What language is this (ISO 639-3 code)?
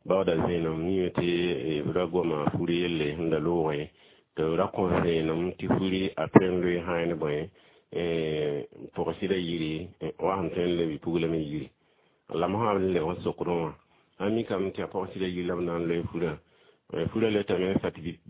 mos